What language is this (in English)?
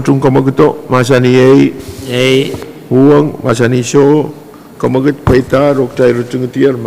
Pohnpeian